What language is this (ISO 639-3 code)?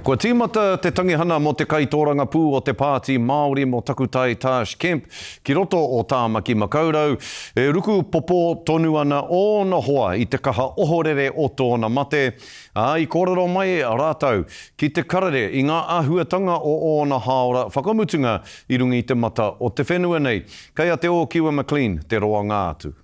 mri